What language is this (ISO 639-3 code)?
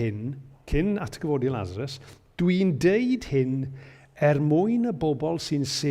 cym